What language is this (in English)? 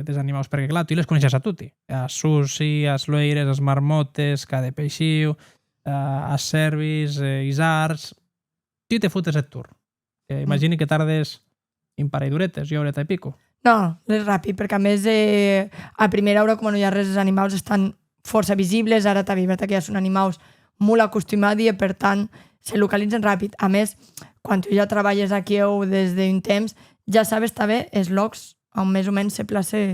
Occitan